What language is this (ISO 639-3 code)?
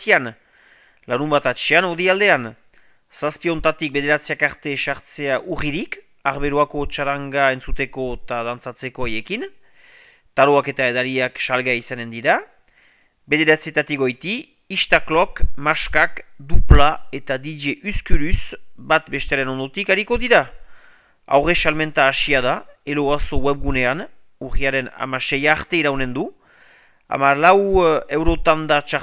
eus